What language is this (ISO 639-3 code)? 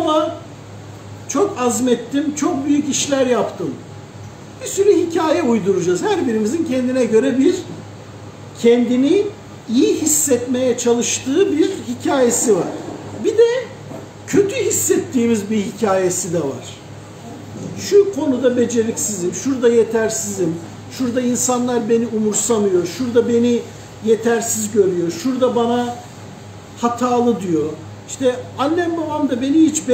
tur